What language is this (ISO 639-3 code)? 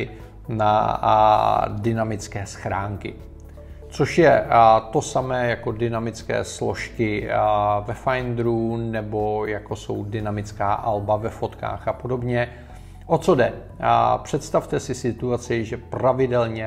ces